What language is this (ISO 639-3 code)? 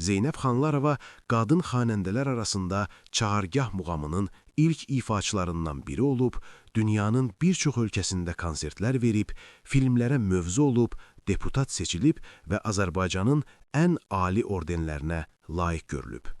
aze